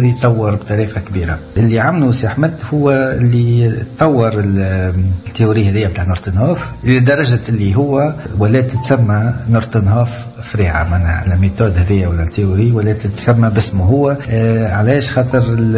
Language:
Tunisian Arabic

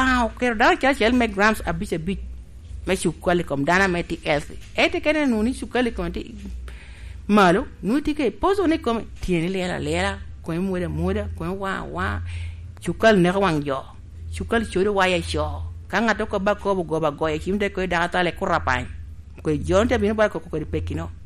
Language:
Lango (Uganda)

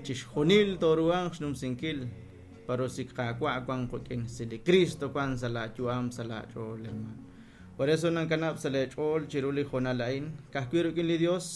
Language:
Kekchí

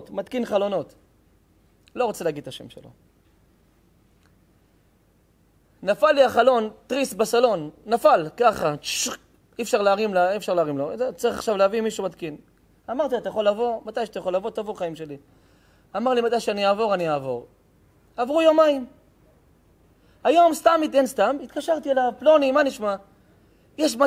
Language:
Hebrew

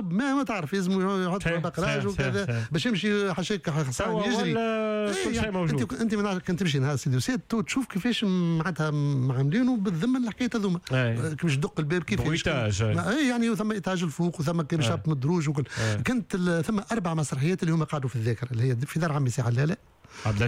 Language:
Tunisian Arabic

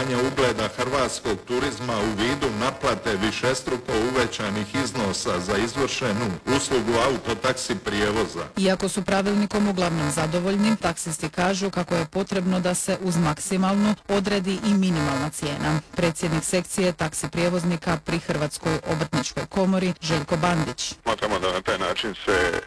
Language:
Croatian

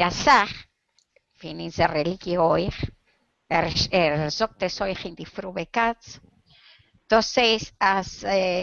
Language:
Yiddish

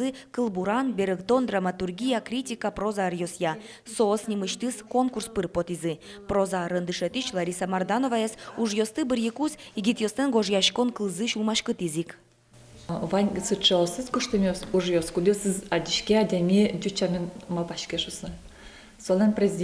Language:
Udmurt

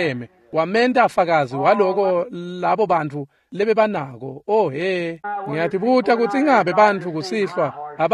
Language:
Swati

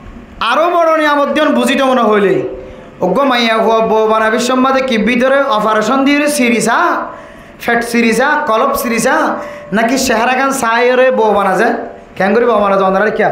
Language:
Rohingya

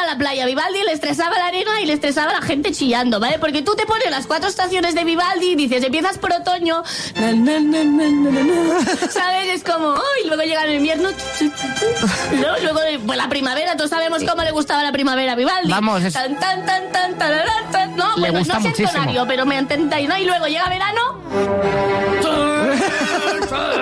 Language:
Spanish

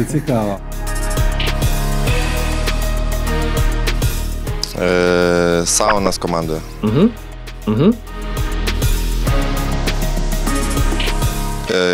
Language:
Ukrainian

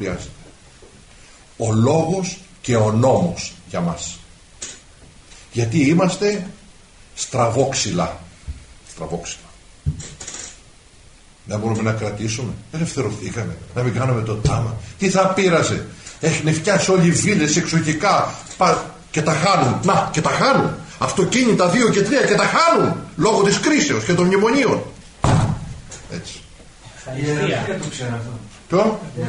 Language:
Greek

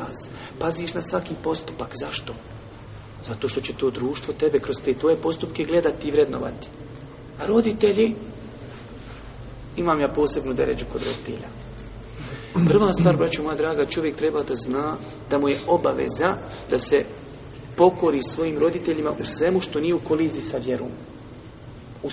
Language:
Bosnian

